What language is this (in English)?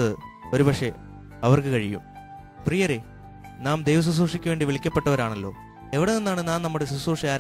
Malayalam